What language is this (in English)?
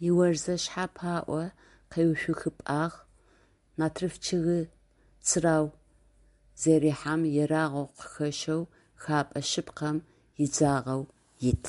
Adyghe